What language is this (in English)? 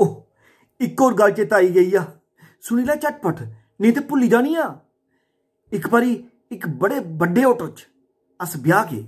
Dogri